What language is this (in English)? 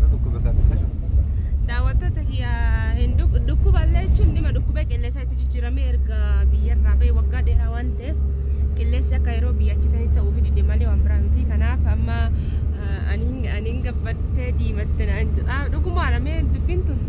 Oromo